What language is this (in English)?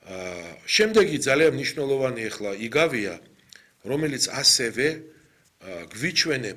Georgian